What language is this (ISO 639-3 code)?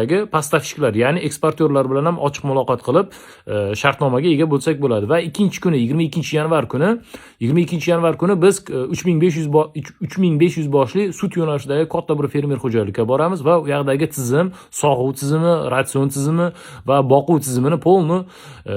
uzb